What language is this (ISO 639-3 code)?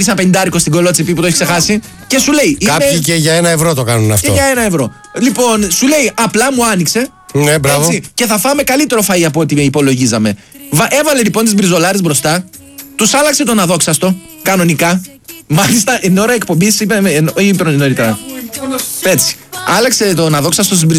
ell